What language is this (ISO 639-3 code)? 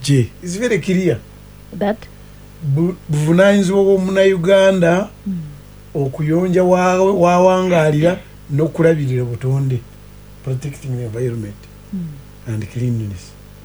lug